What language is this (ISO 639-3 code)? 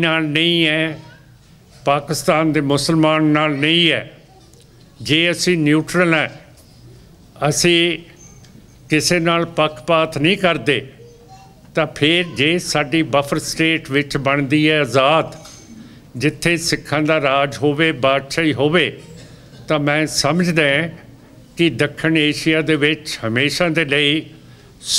pan